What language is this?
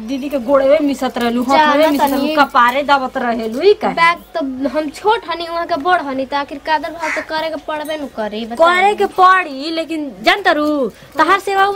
Bhojpuri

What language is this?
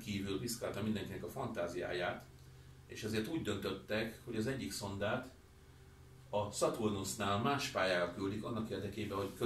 Hungarian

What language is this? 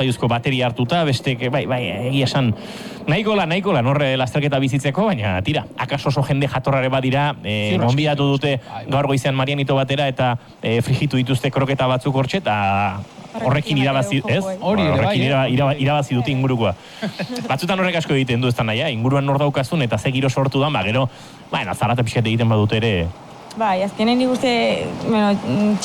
Basque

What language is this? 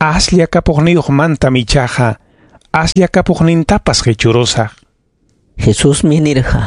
Ayacucho Quechua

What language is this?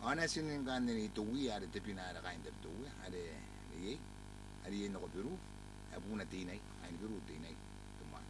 Gilbertese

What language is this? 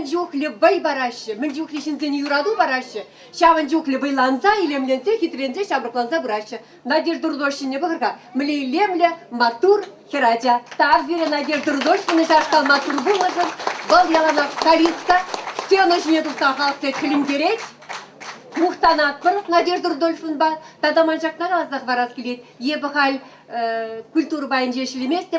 Chuvash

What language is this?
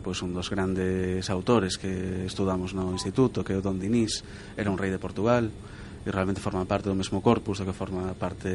Galician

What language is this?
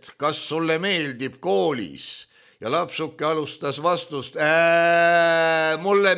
Estonian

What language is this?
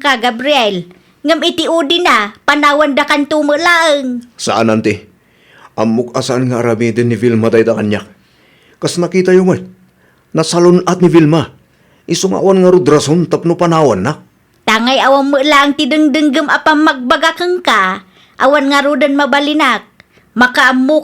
Iloko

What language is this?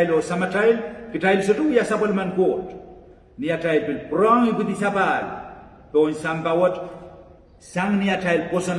Pohnpeian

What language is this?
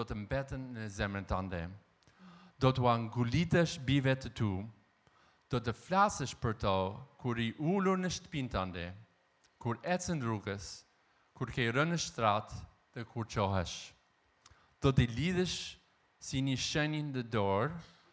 Albanian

